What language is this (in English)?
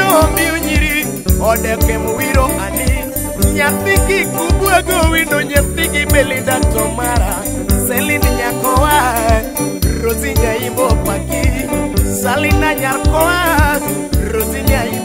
Luo (Kenya and Tanzania)